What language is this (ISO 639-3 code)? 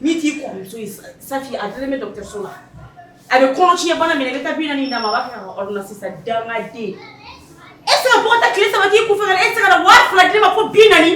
bam